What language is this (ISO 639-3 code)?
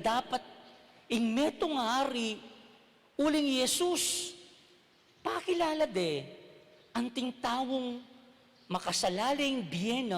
pam